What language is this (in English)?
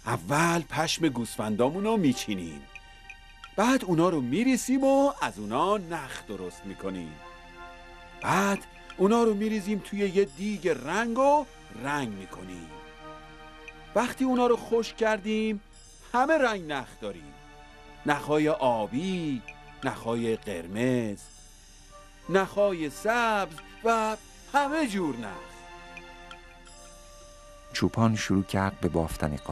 Persian